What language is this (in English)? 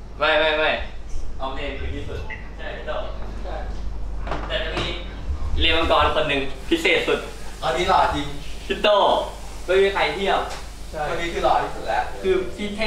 Thai